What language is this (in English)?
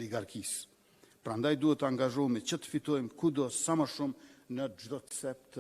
Albanian